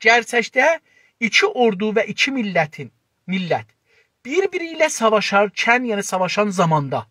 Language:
South Azerbaijani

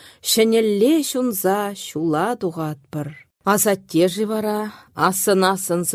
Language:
Chuvash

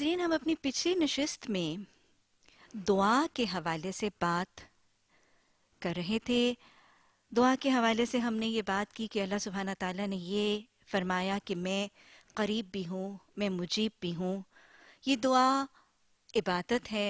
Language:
Urdu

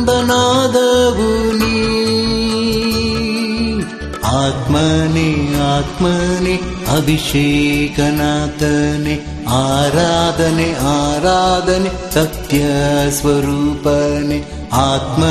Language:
Kannada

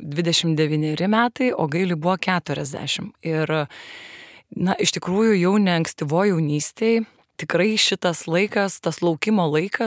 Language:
Lithuanian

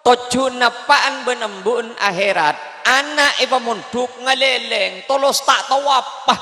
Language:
Madurese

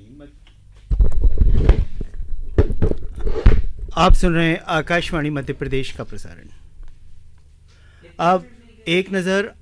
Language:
Hindi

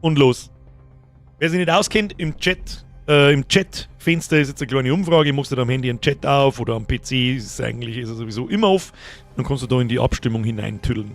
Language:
Bavarian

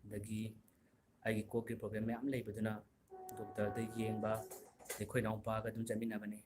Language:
Manipuri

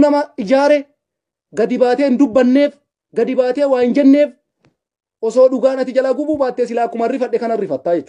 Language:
Oromo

